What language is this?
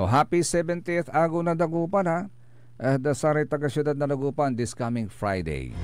Pangasinan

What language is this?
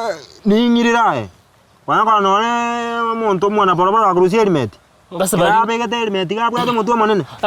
Gusii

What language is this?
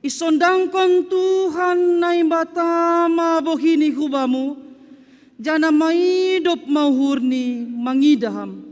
Batak Simalungun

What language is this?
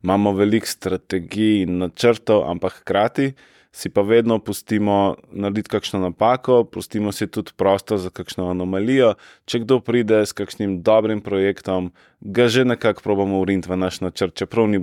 Slovenian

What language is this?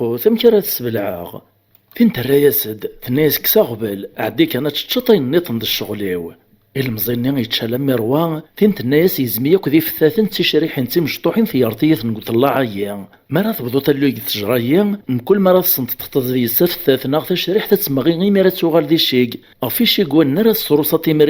Kabyle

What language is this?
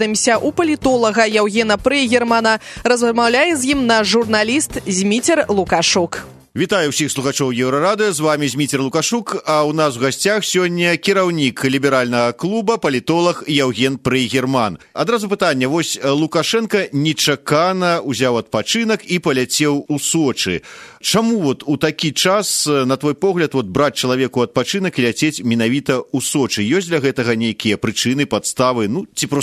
Belarusian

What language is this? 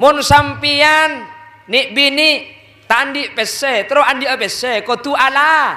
Madurese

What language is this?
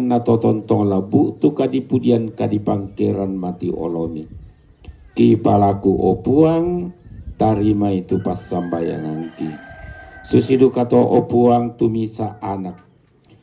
Toraja-Sa'dan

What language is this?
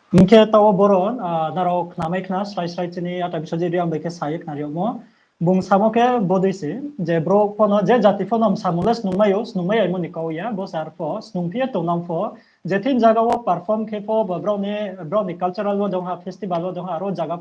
Riang (India)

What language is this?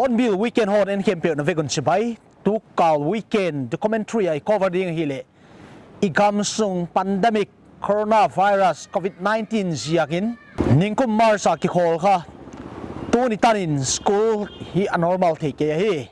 Paite Chin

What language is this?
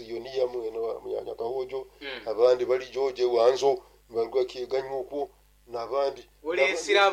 Nyoro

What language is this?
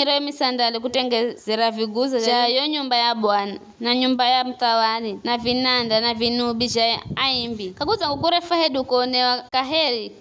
Giryama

